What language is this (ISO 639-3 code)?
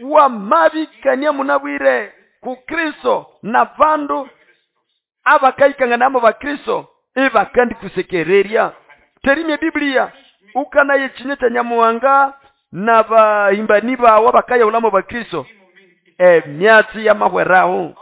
nnb